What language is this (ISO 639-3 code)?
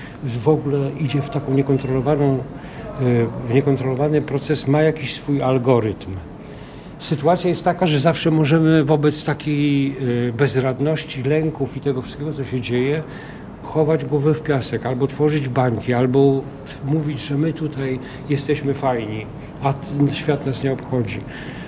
pol